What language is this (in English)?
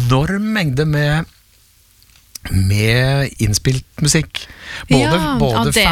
Norwegian